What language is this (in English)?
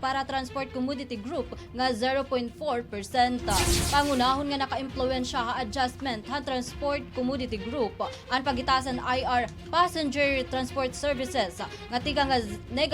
Waray